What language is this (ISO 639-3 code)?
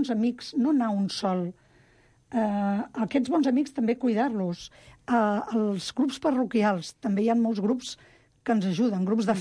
cat